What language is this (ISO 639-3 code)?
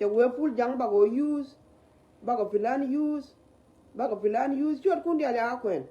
nus